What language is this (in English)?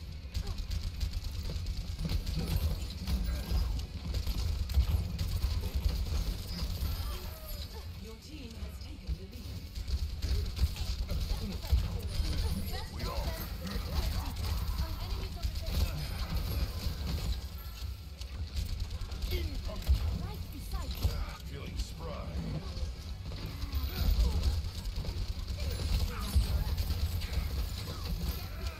English